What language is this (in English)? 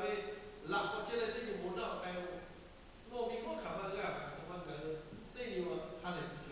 Lahu